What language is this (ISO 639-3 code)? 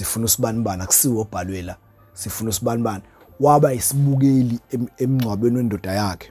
zul